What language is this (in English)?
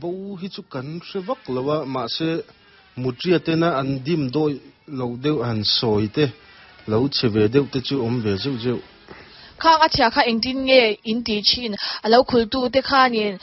Mizo